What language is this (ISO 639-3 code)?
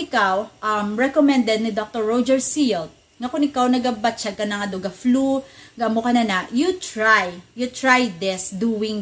hil